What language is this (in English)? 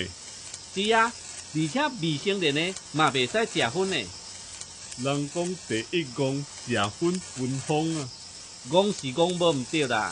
Min Nan Chinese